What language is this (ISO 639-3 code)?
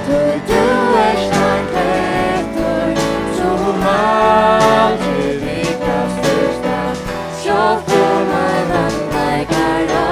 fao